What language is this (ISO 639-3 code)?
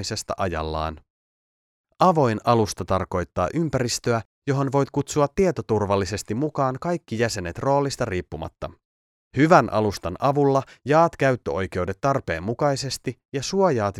fin